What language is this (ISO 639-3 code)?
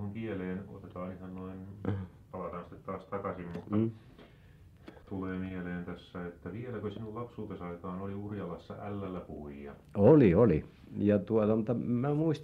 fin